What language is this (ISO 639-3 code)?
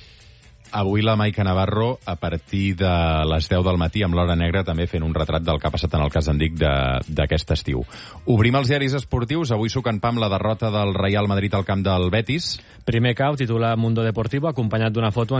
cat